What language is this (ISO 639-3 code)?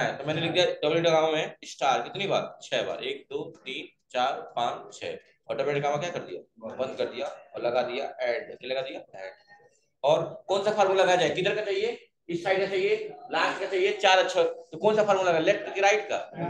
hin